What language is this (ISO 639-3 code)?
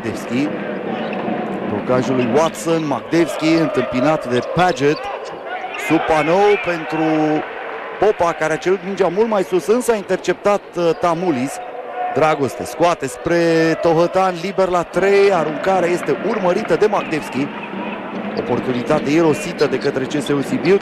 ron